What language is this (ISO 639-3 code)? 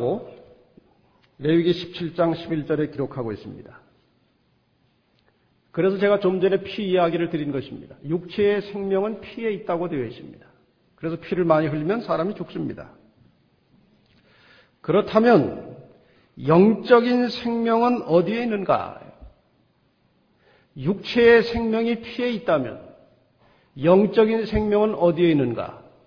kor